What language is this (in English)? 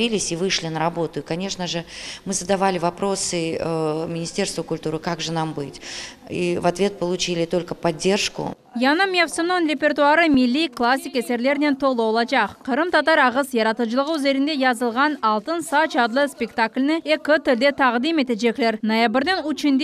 Crimean Tatar